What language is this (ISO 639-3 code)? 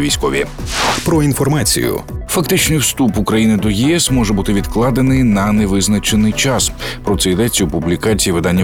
ukr